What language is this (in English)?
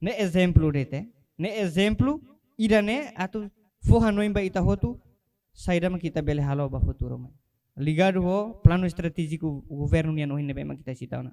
Tetum